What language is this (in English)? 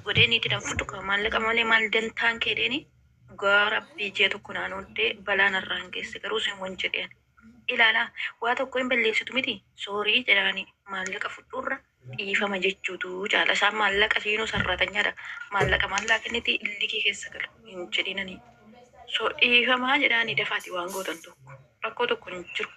Oromo